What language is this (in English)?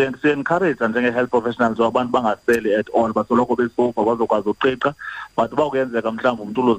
Xhosa